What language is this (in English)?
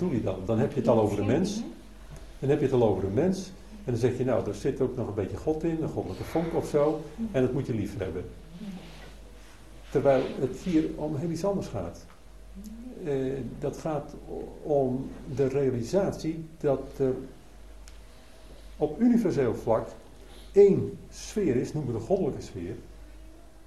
Dutch